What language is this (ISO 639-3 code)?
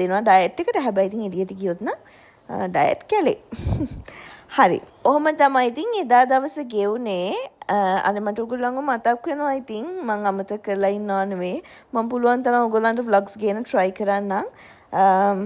sin